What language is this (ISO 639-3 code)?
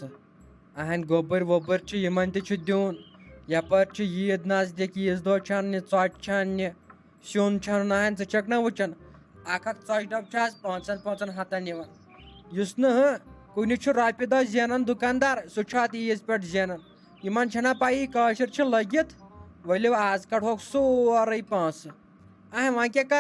kas